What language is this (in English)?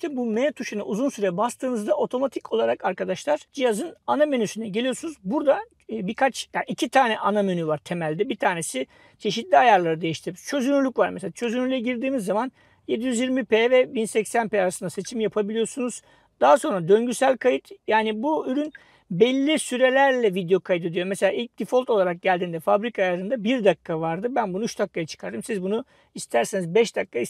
Turkish